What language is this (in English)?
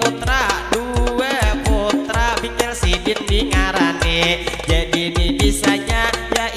Banjar